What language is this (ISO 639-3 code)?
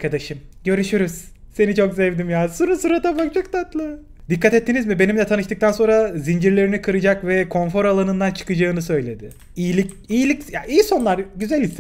tur